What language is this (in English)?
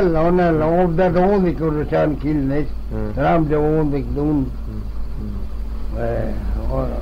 Manx